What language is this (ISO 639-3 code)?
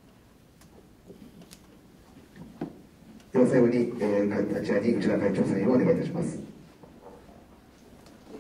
jpn